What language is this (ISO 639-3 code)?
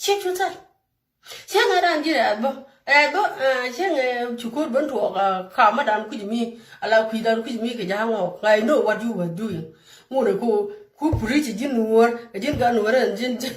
nus